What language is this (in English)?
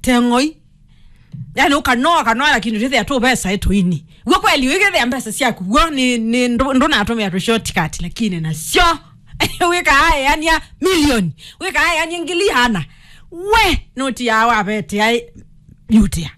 Kamba